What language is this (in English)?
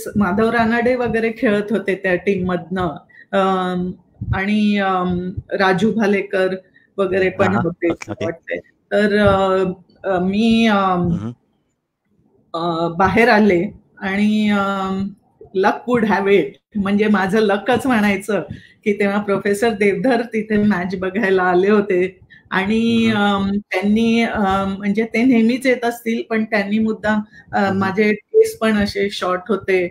Marathi